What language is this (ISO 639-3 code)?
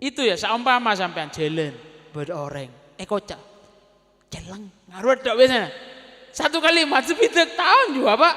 mad